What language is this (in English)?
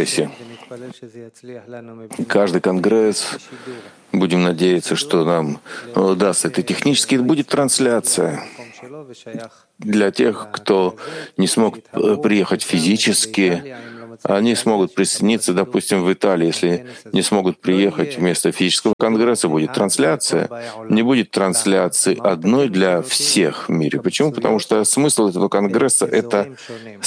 Russian